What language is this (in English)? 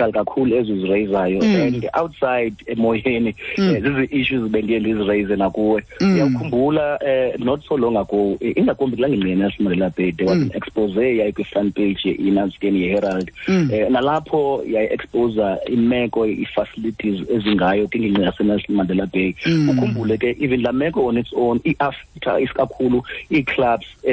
Xhosa